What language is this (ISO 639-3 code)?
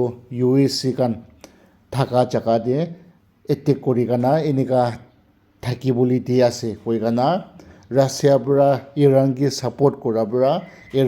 nag